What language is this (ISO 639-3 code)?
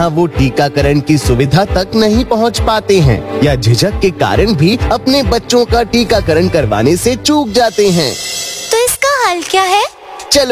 hin